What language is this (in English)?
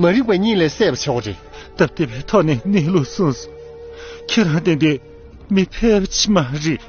Tibetan